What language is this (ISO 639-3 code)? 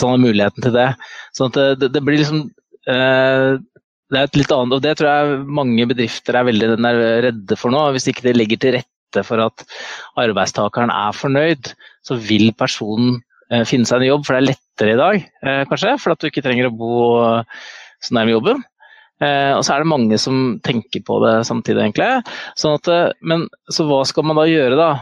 nor